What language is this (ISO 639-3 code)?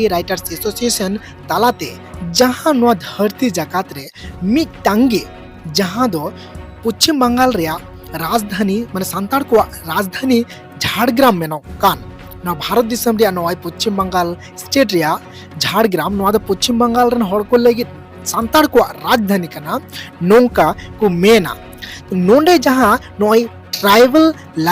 sat